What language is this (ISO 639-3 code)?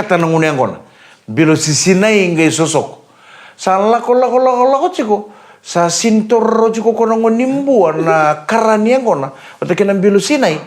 fij